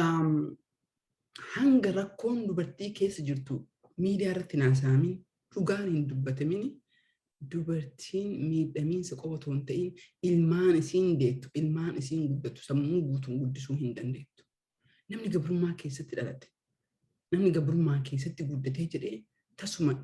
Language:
Oromo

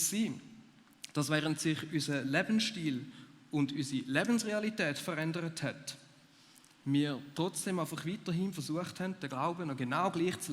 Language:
Swiss German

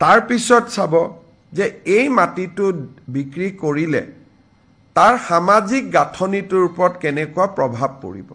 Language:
Assamese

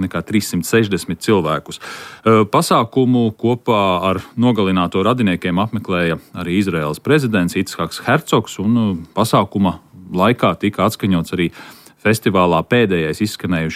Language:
Latvian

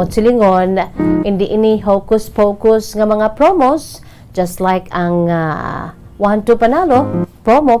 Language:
Hiligaynon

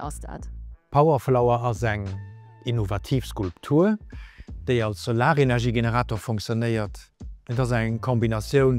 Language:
Luxembourgish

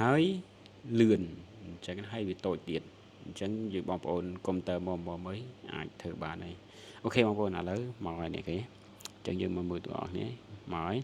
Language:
Khmer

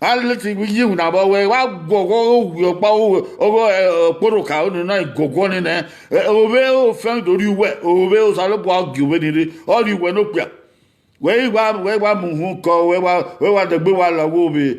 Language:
Bini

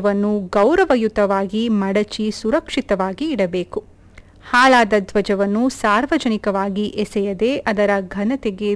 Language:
Kannada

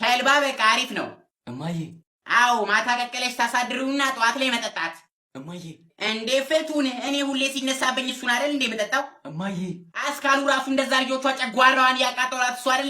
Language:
Amharic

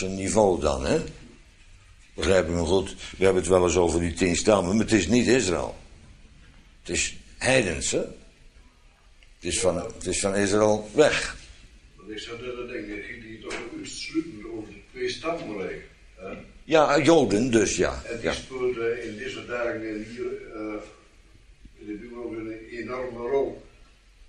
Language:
Dutch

